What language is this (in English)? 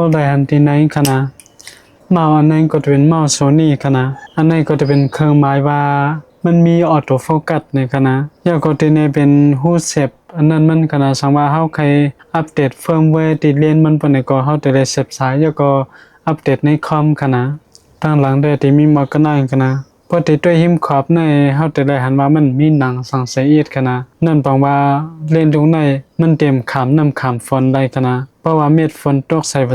Shan